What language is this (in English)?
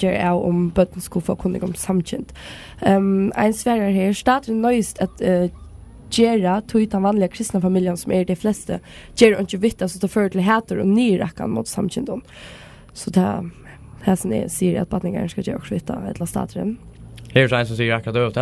Faroese